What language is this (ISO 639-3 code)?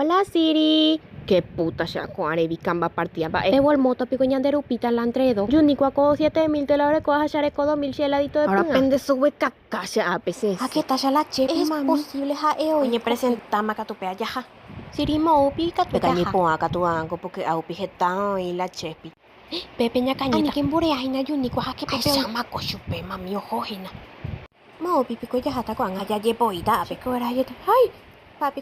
grn